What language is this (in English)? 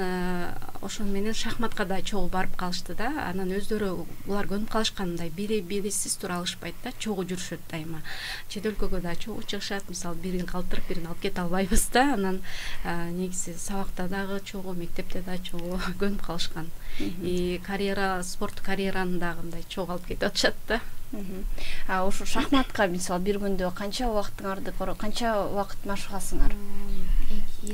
Kyrgyz